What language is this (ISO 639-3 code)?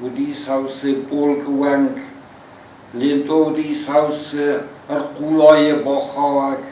oss